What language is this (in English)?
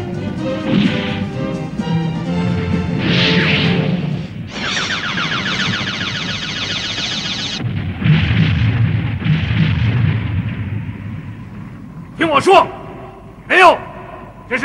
Chinese